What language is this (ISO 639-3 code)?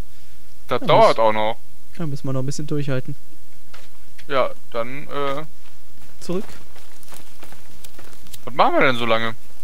deu